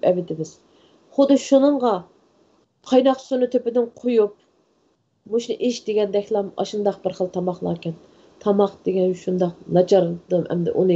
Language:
Uyghur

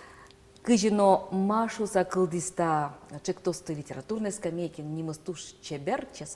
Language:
Udmurt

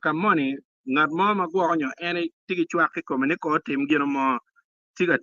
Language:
Acoli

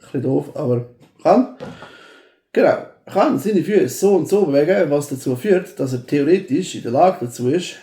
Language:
Swiss German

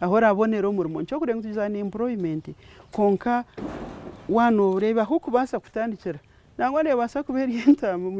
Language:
Nyankole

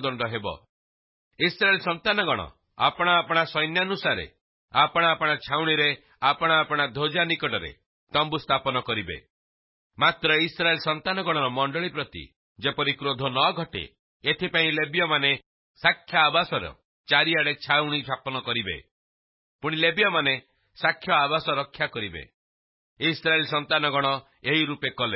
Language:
Odia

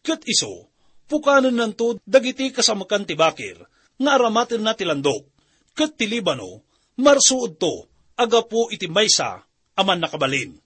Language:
Iloko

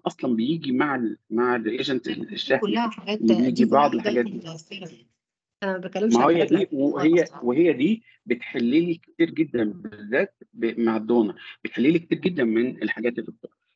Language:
Egyptian Arabic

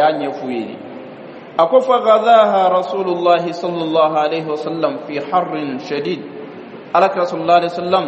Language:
Bambara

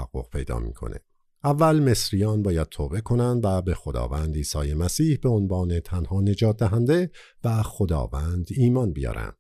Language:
Persian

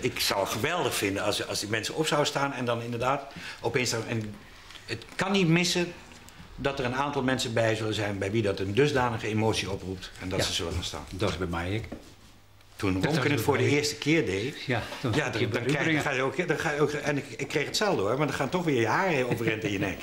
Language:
Western Frisian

